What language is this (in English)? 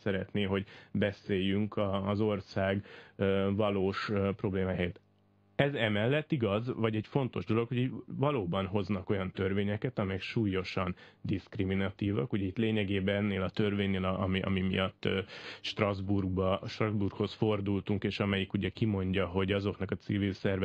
Hungarian